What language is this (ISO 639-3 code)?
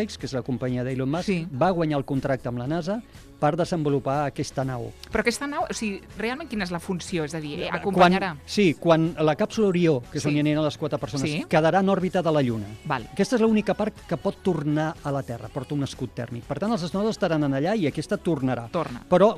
cat